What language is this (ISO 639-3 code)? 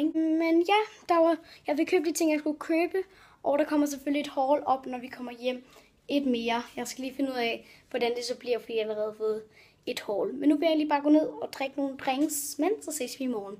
dan